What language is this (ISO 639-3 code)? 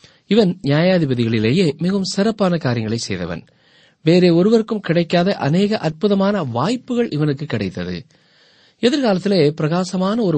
tam